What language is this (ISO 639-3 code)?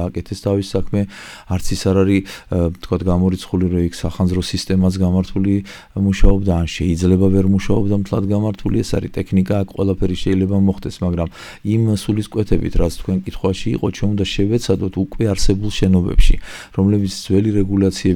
kat